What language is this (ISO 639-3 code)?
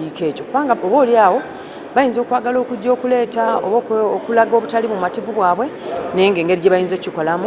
lug